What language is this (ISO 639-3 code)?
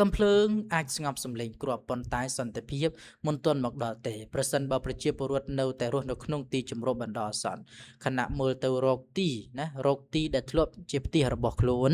khm